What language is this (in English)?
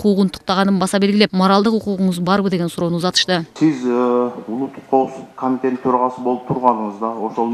Kyrgyz